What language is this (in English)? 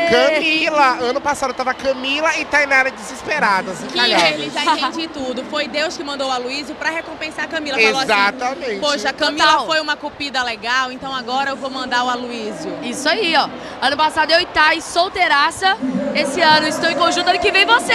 Portuguese